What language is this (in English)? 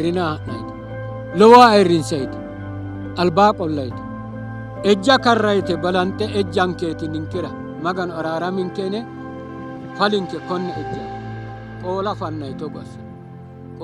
Sidamo